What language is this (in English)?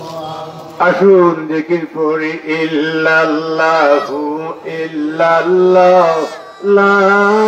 Sylheti